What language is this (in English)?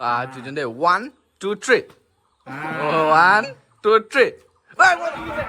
Naga Pidgin